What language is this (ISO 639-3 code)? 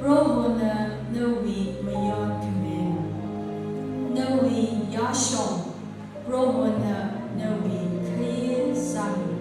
nmf